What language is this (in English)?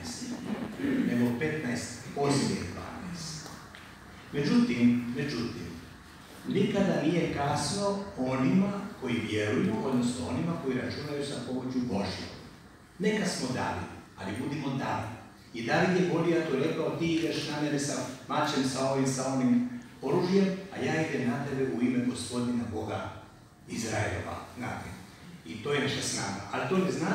Croatian